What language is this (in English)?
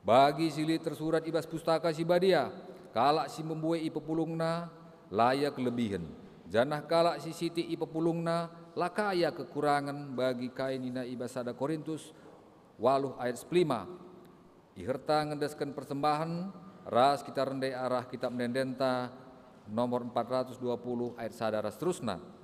Batak Karo